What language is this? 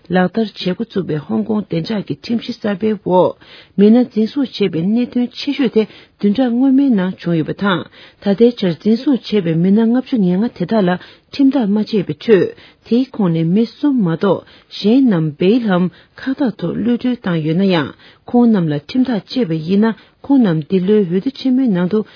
Tibetan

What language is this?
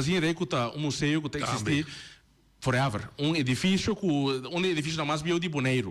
Papiamento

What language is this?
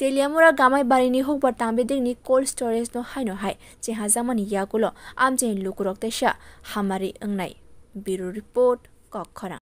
Kok Borok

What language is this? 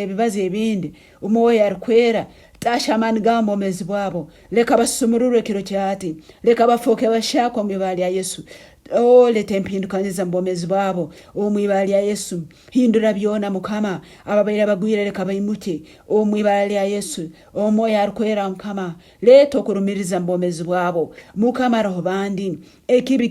Nyankole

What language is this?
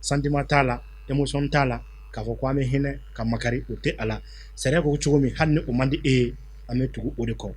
Bambara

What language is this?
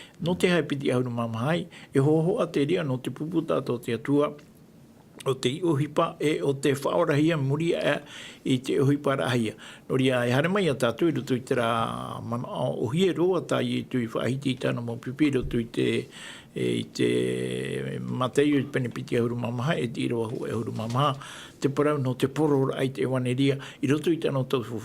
Tahitian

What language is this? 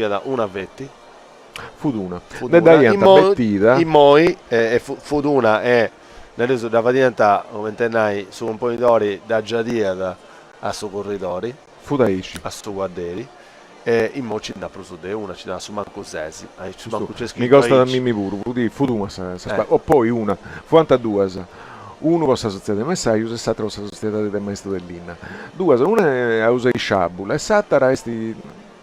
Sardinian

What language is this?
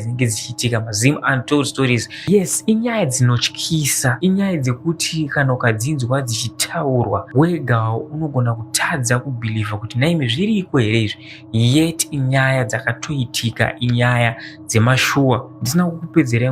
Shona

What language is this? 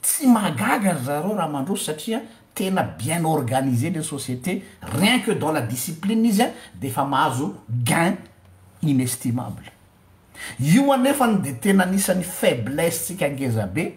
Malagasy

